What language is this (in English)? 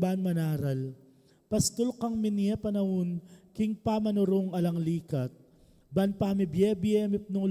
Pampanga